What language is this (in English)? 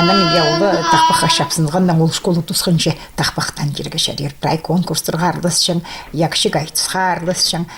Khakas